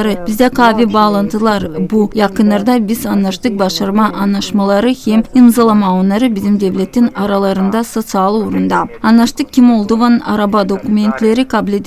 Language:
Gagauz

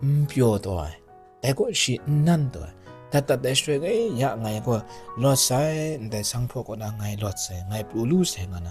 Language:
Kachin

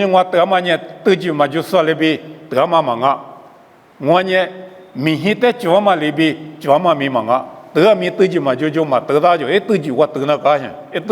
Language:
Lisu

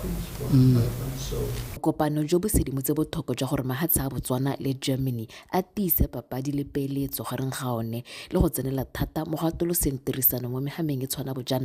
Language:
Tswana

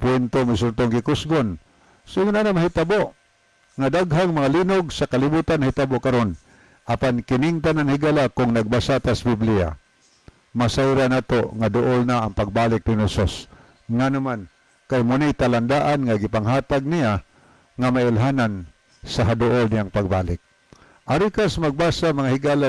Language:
Cebuano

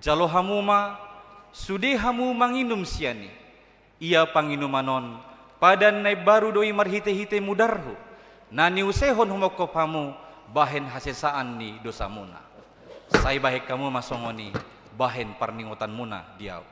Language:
Batak Toba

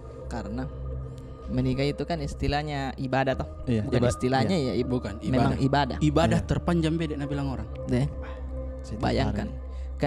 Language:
Makassar Malay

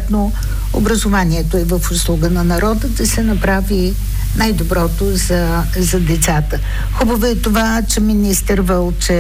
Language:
Bulgarian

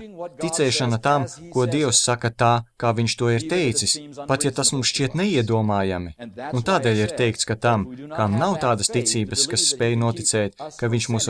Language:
Latvian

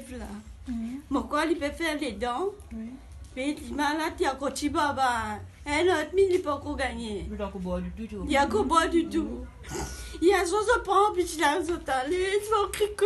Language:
Morisyen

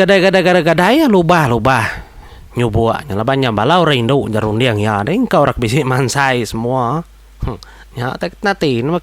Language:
Iban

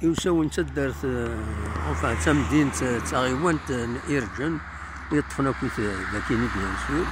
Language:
Kabyle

